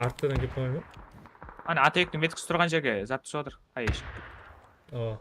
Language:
Kara-Kalpak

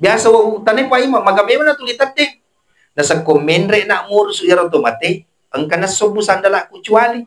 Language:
Buginese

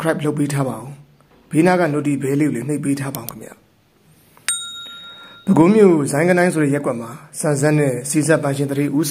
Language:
Burmese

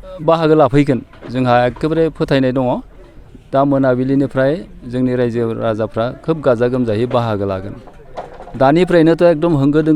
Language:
Bodo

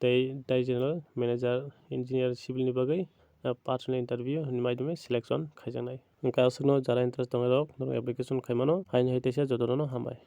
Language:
Kok Borok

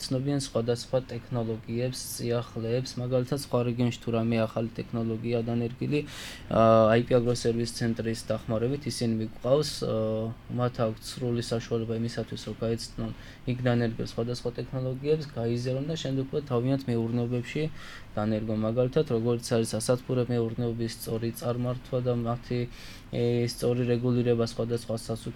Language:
Georgian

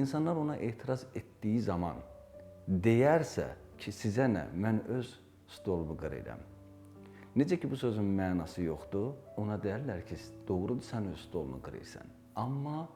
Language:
Azerbaijani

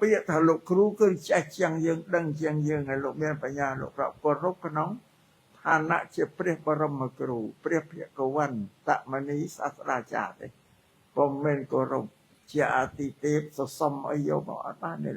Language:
Khmer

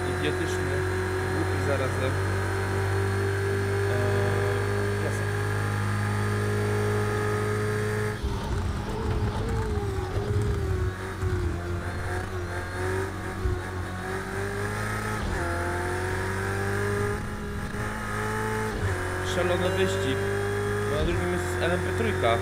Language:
Polish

